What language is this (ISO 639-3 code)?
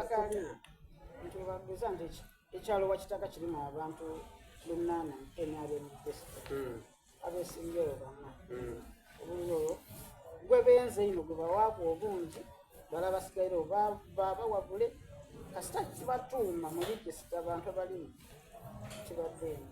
xog